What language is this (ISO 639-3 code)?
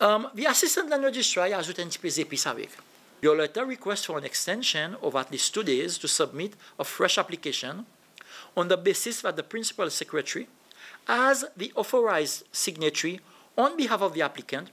crs